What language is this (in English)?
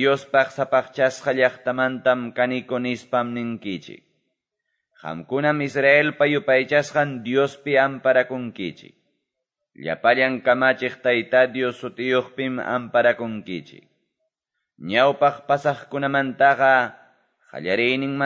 Quechua